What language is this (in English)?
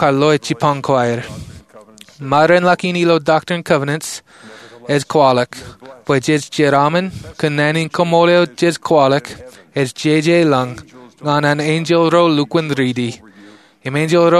Marshallese